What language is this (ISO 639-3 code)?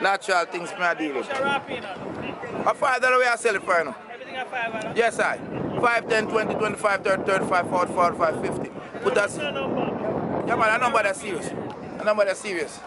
jam